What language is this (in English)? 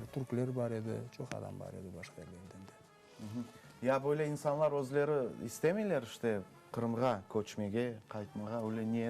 Crimean Tatar